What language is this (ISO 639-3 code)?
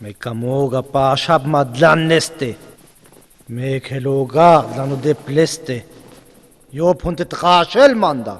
rmo